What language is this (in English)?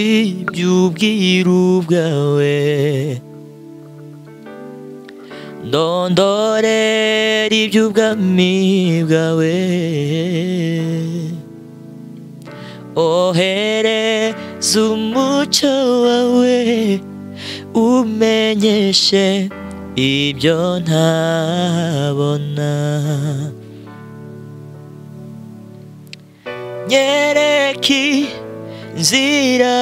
Kinyarwanda